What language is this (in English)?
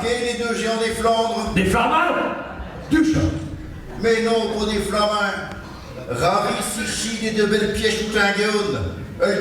Picard